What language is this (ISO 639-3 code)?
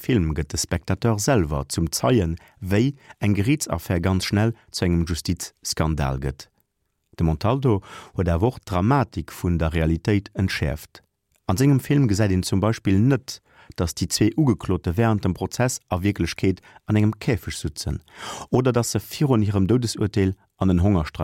ltz